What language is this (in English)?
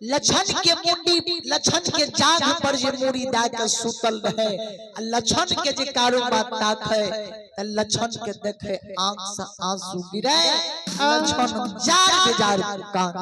Maithili